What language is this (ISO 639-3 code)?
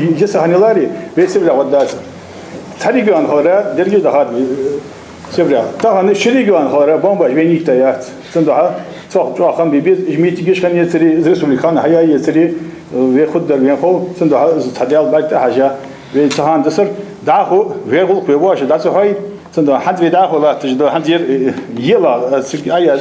inh